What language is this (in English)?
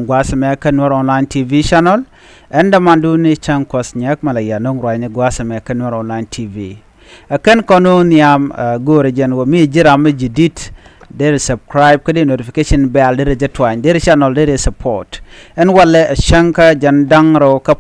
Nuer